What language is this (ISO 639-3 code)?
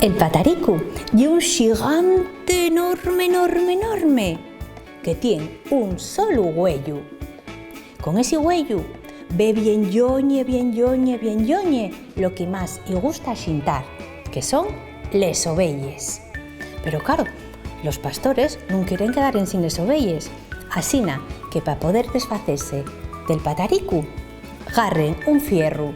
ast